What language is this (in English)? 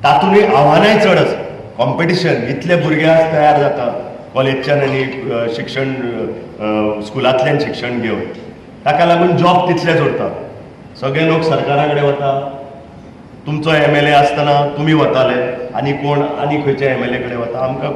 Konkani